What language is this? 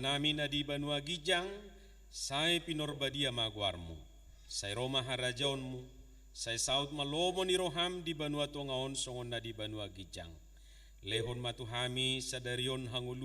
Batak Toba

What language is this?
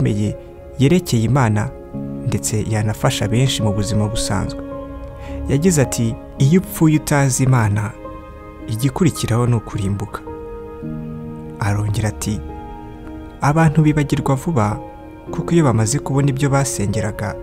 Kinyarwanda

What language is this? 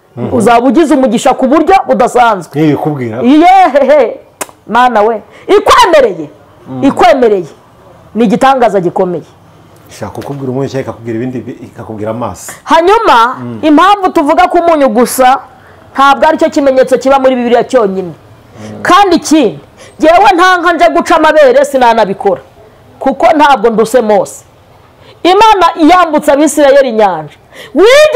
Kinyarwanda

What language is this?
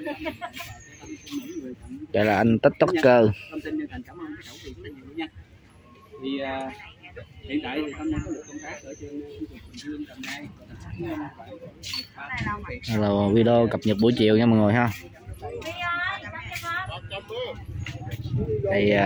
Vietnamese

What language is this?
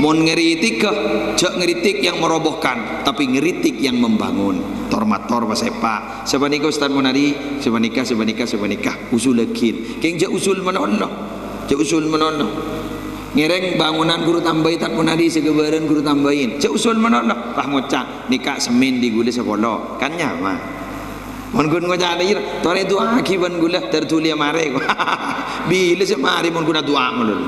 Madurese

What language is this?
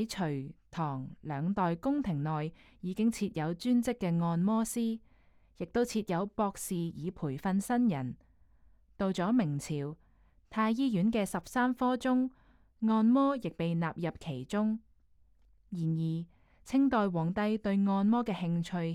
Cantonese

